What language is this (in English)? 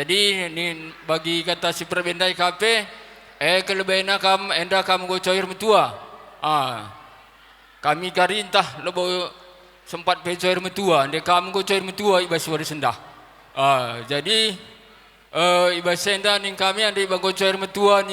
Batak Karo